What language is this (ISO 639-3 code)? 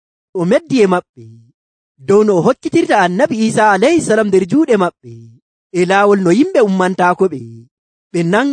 fuv